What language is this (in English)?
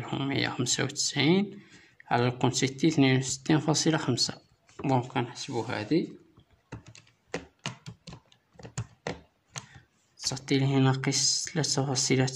Moroccan Arabic